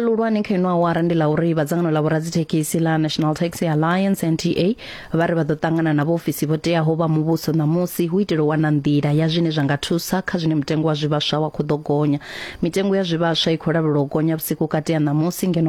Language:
Venda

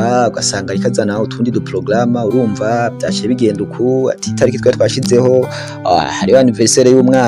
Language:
Rundi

